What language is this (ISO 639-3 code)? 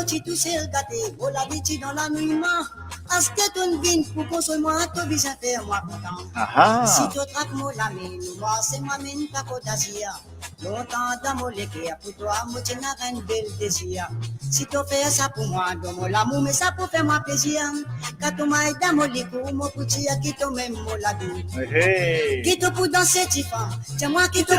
mfe